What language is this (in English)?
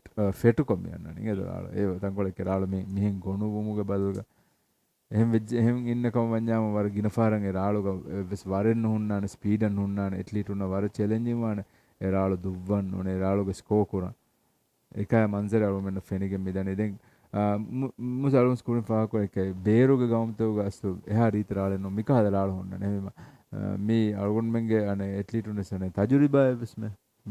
Divehi